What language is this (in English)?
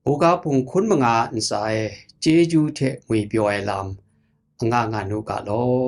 Kachin